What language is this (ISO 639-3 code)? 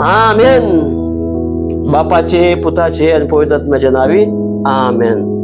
kok